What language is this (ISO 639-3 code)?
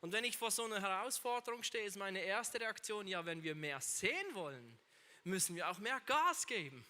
gsw